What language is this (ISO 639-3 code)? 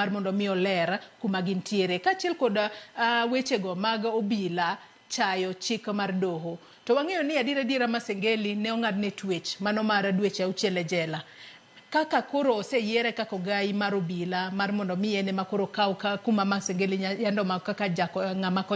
luo